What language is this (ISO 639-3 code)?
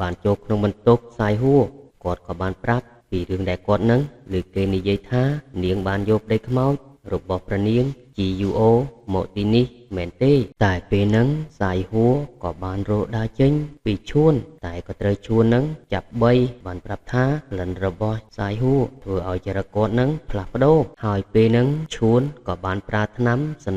khm